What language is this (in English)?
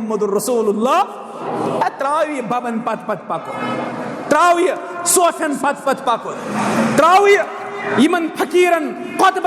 Kashmiri